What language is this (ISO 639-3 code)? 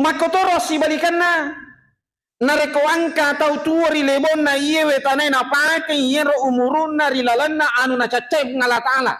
bug